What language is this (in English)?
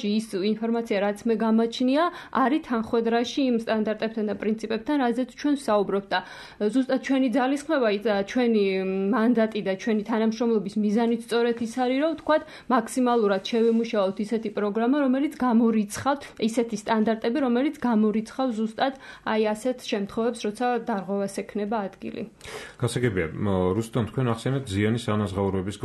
Georgian